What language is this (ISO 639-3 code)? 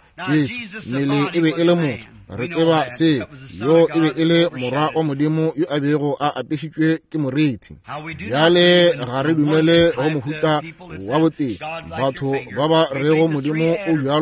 nso